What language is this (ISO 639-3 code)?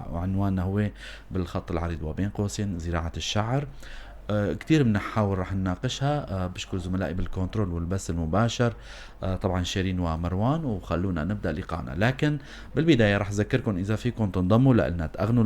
apc